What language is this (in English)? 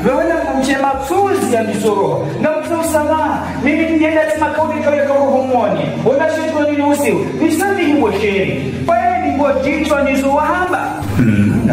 Ngazidja Comorian